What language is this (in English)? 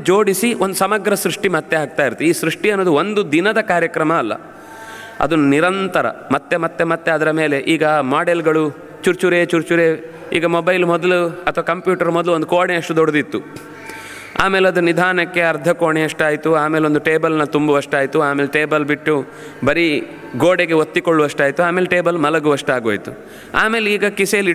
Kannada